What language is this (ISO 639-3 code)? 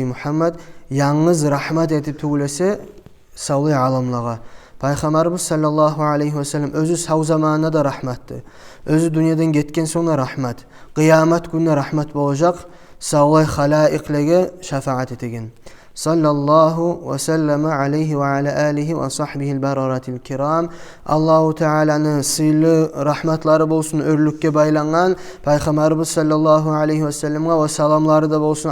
kum